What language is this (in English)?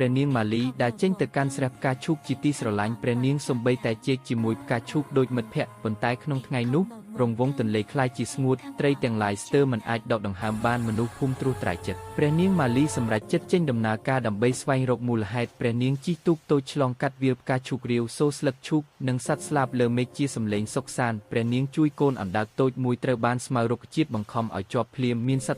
Khmer